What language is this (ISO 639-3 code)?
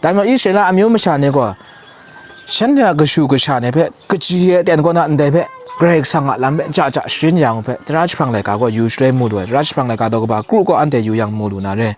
kac